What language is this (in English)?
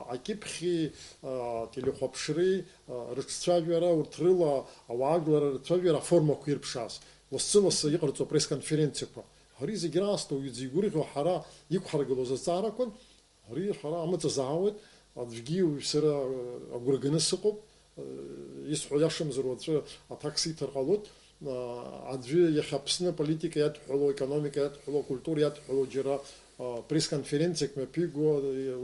Abkhazian